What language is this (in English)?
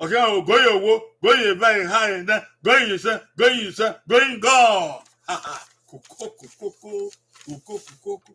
Bini